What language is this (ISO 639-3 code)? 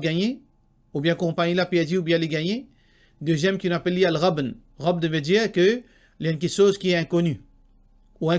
mfe